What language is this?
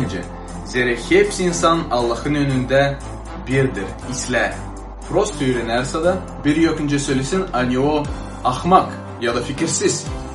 Gagauz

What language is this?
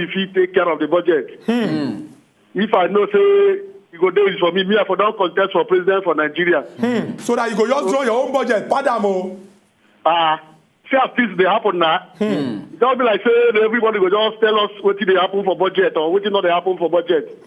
Nigerian Pidgin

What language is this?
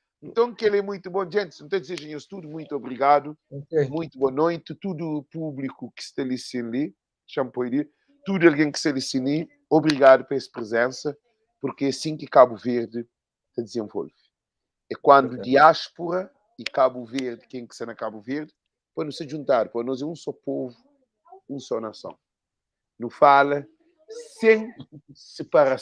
Kabuverdianu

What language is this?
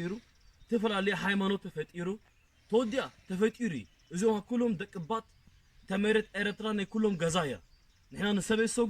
Tigrinya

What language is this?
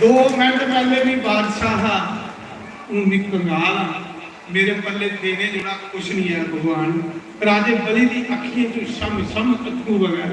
Dogri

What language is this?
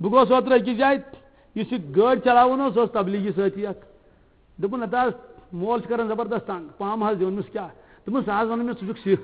Kashmiri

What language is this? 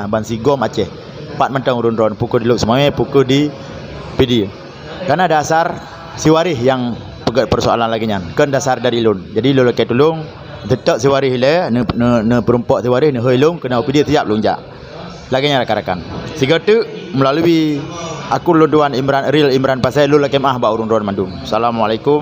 Achinese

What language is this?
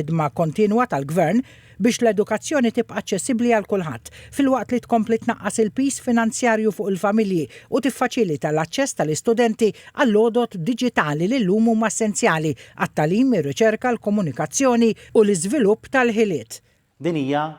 Maltese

